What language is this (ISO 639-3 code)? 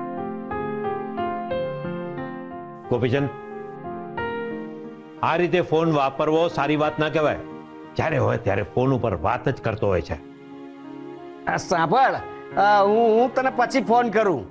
guj